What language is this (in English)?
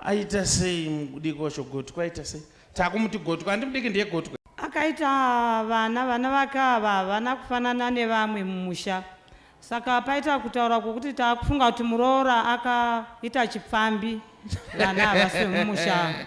Shona